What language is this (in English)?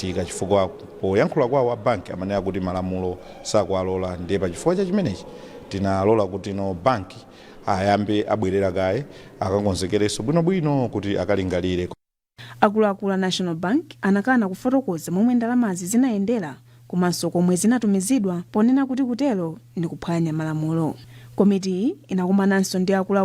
Nyanja